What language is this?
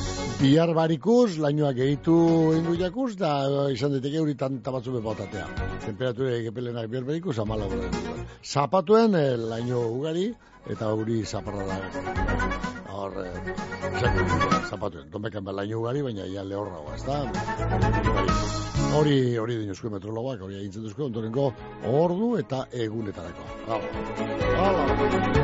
Basque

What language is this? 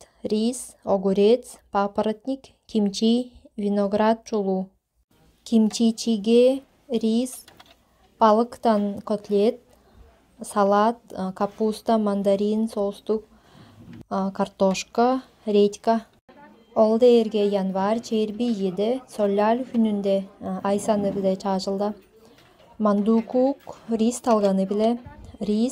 Tuvinian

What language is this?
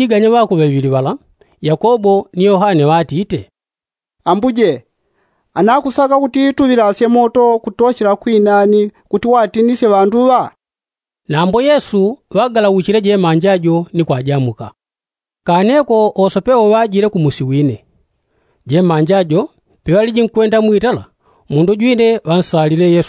Yao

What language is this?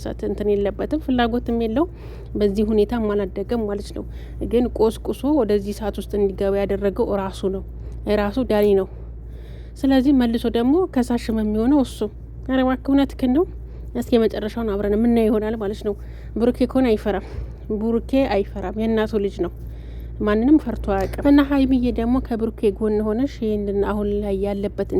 Amharic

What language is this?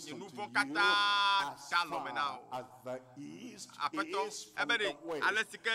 Ewe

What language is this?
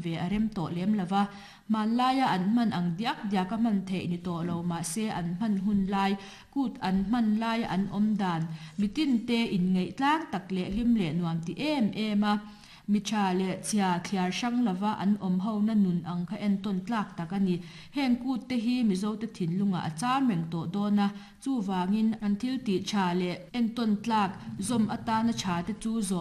Mizo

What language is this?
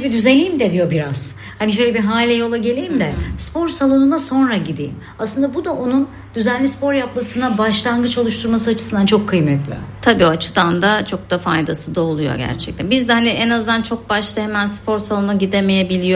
Turkish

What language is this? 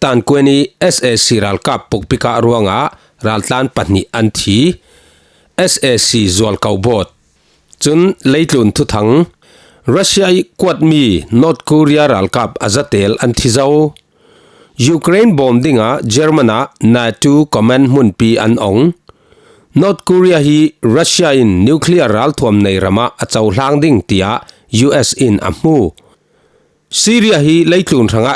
Falam Chin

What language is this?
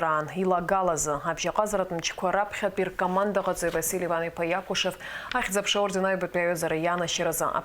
Abkhazian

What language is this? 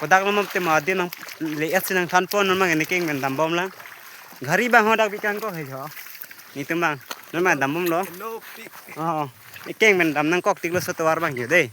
Karbi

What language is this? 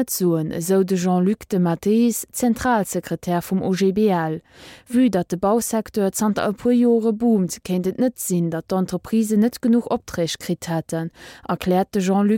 Luxembourgish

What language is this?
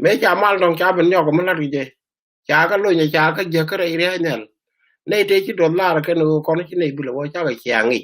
Nuer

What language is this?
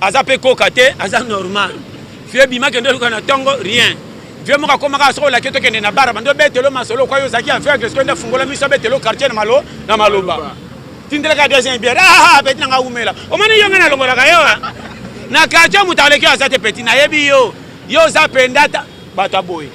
Lingala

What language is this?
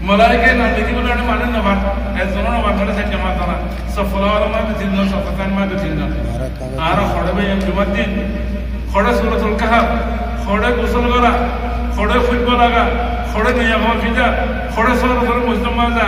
Rohingya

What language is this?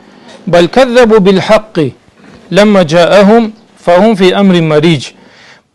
Karachay-Balkar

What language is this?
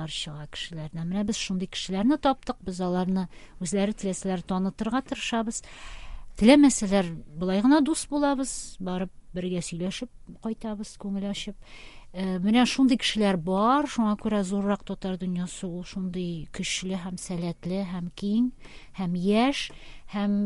Tatar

